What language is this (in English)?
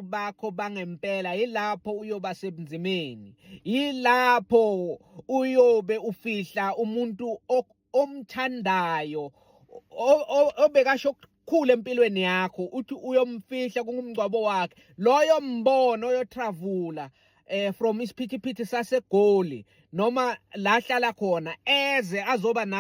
Zulu